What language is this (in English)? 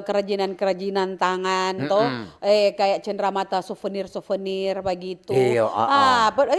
Manado Malay